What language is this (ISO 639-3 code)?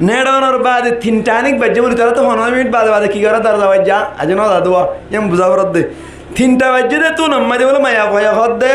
rhg